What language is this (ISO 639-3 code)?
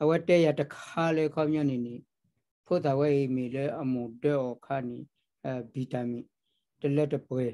ksw